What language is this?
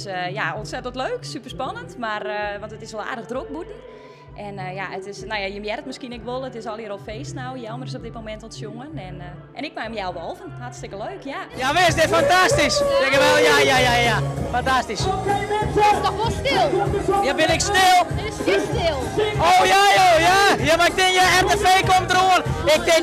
Western Frisian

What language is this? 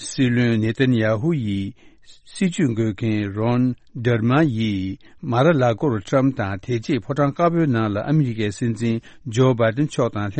Tibetan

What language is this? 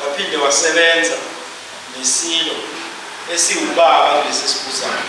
Zulu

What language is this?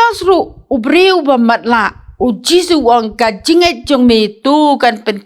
Khasi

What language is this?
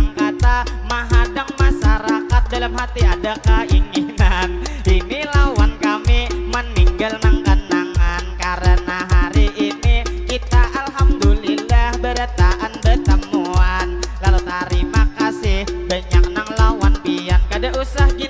Banjar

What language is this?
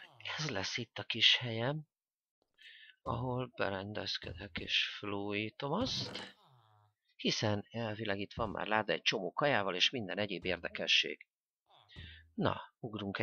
Hungarian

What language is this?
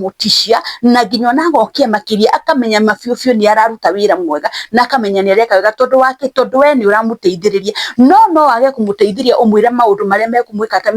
Kikuyu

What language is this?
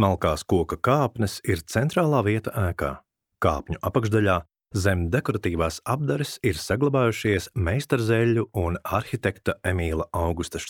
Latvian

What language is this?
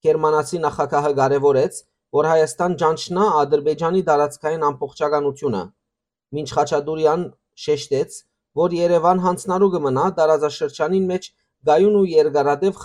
Western Armenian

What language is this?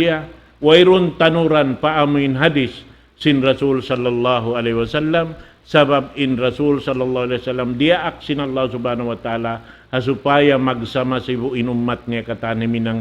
Tausug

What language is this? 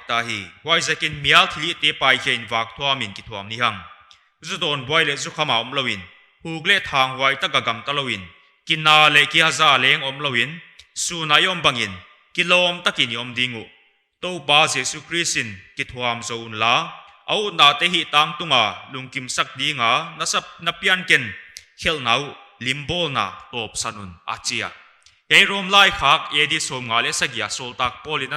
Paite Chin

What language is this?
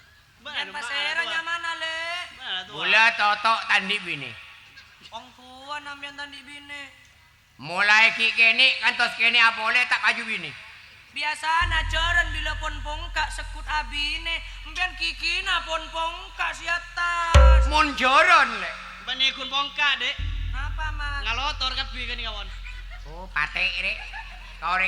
Madurese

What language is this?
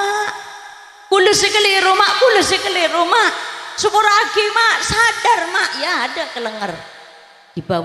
Madurese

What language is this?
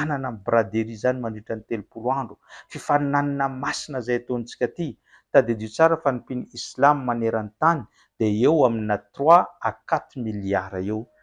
Malagasy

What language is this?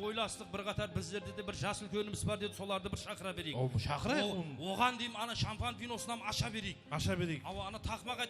Kara-Kalpak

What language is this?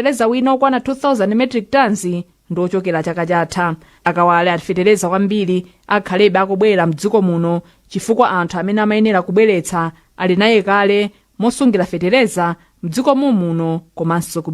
Nyanja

